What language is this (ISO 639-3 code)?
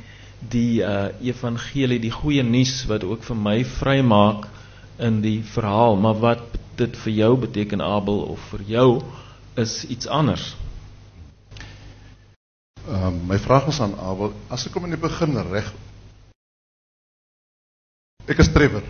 afr